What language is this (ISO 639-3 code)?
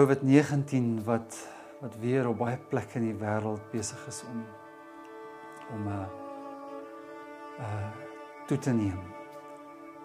afr